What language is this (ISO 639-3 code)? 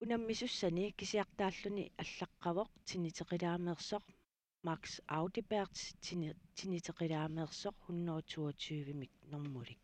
kal